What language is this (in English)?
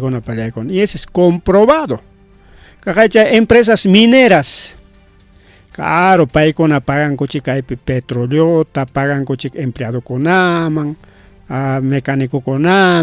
Ayacucho Quechua